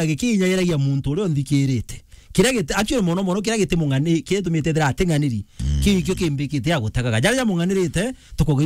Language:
Meru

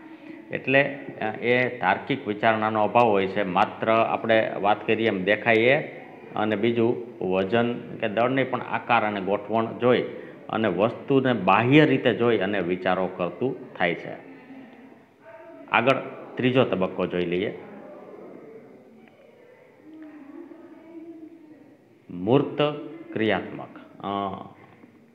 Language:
Gujarati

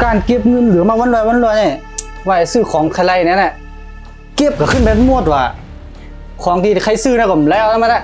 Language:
Shan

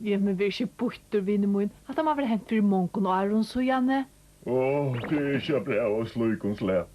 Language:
Faroese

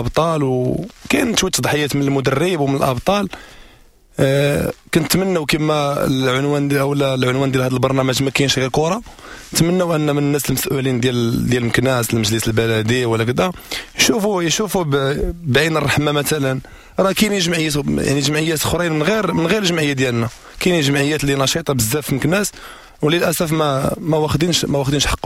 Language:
Moroccan Arabic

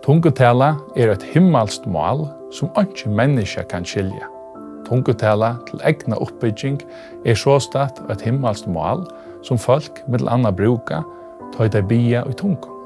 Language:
Faroese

